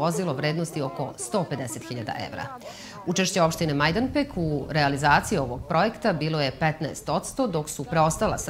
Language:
Serbian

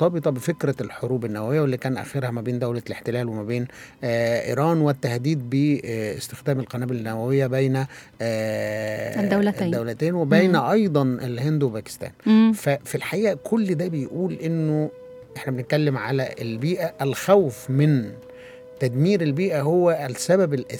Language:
Egyptian Arabic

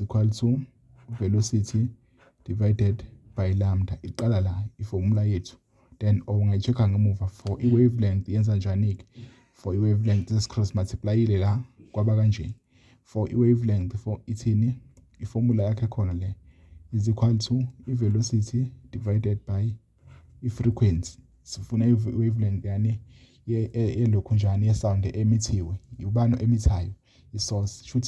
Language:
Zulu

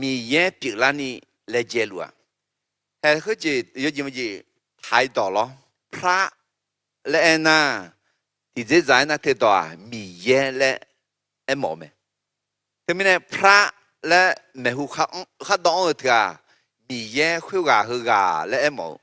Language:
Akha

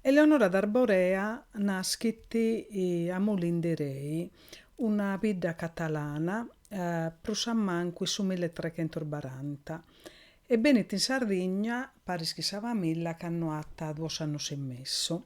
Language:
Sardinian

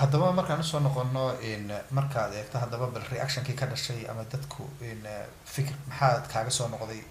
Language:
Somali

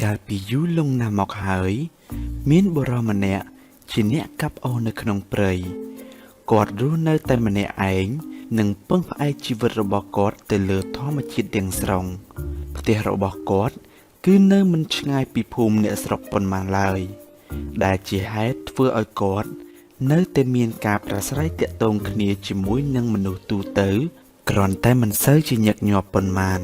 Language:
Khmer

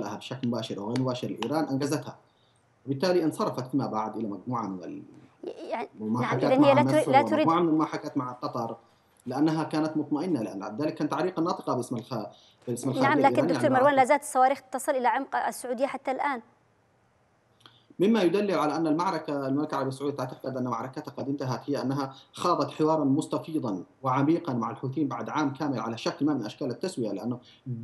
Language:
Arabic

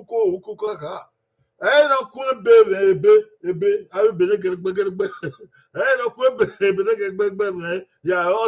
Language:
Bini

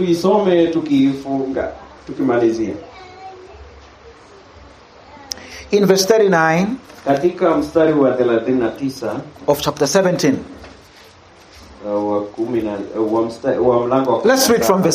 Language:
Swahili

